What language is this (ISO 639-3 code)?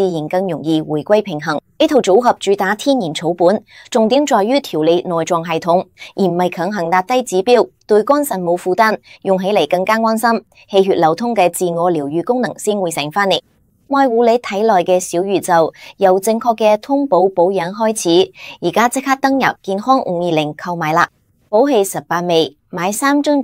yue